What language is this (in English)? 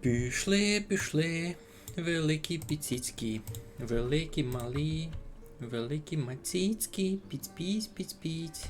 Rusyn